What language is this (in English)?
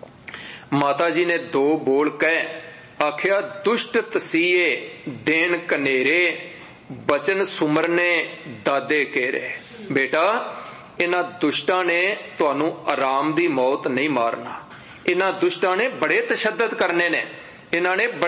Punjabi